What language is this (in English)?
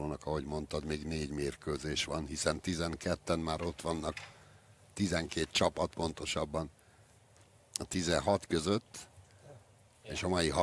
Hungarian